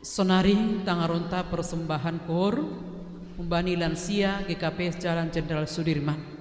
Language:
Batak Simalungun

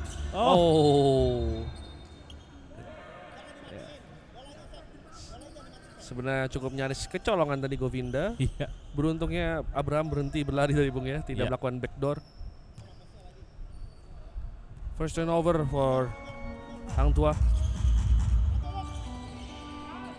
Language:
Indonesian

